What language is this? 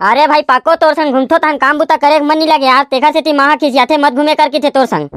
Chhattisgarhi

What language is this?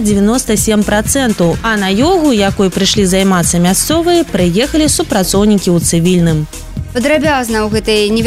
Belarusian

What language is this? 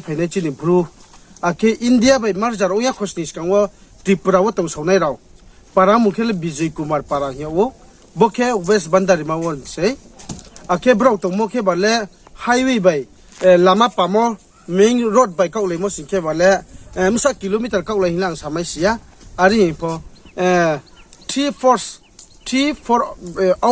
Riang (India)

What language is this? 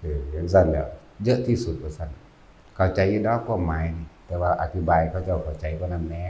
Northeastern Thai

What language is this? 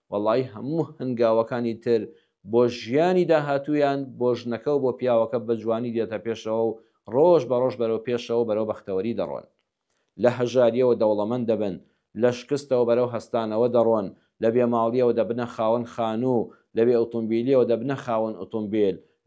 Central Kurdish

